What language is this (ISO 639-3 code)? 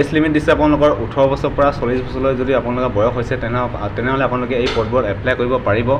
asm